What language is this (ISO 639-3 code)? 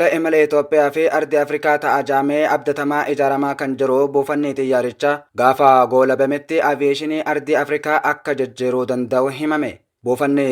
orm